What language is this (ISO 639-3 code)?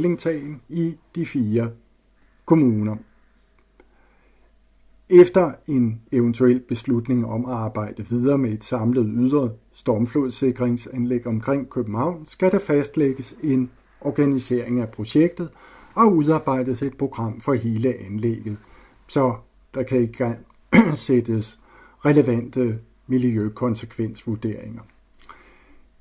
dan